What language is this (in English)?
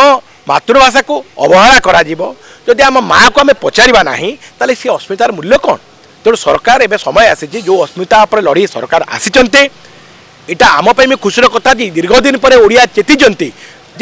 Odia